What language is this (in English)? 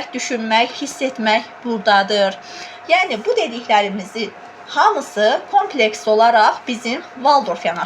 Azerbaijani